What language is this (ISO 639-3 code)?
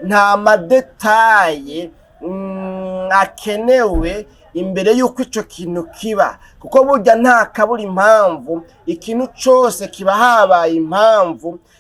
run